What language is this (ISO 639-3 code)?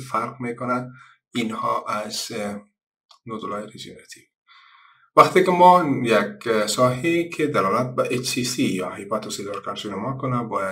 fas